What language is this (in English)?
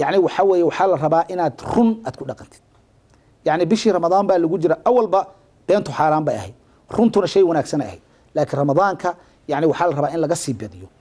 Somali